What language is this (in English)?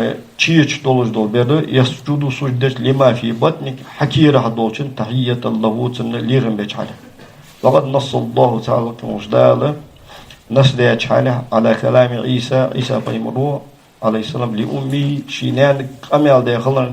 Ingush